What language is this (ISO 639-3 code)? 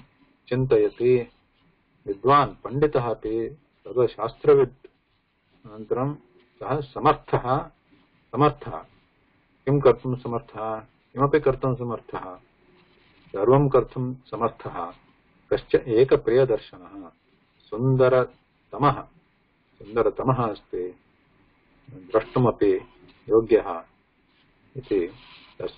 san